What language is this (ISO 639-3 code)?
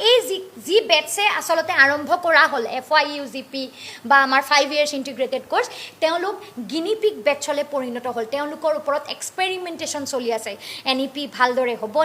asm